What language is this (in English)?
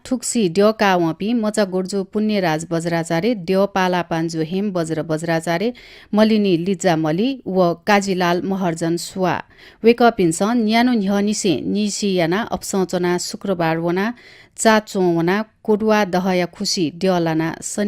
Newari